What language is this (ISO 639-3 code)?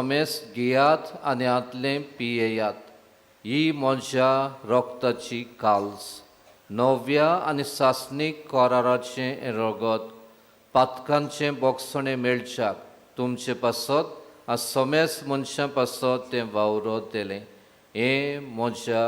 kok